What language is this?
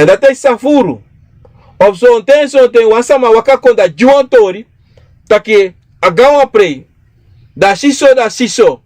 Sranan Tongo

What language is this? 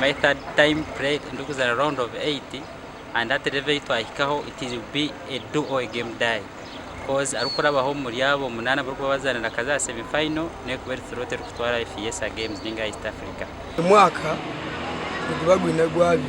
Nyankole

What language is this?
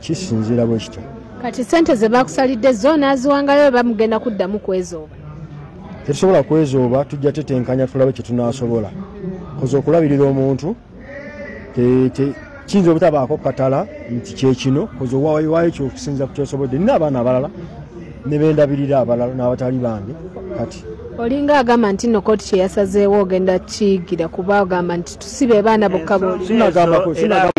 Ganda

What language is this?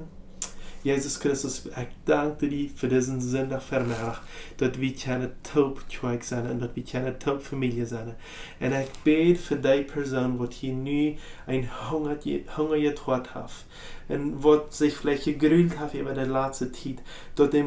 Plautdietsch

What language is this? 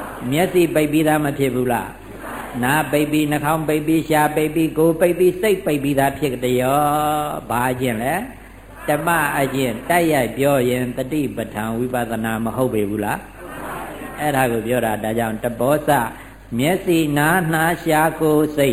Burmese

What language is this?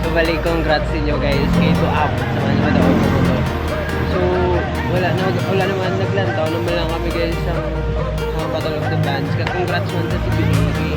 Hiligaynon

